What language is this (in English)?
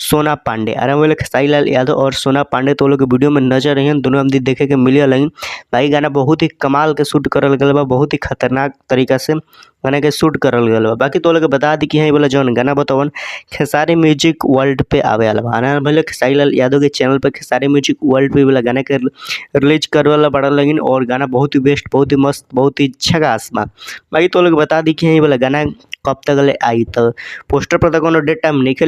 Bhojpuri